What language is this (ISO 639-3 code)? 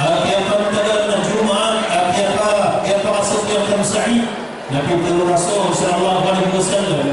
mrw